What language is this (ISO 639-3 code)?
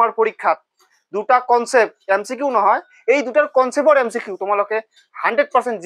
asm